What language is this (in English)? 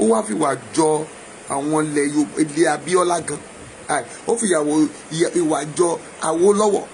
Yoruba